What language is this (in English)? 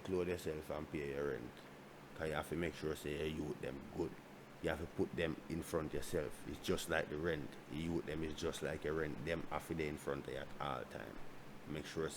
Jamaican Creole English